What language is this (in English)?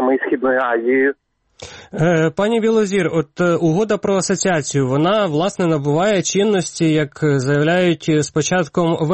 Ukrainian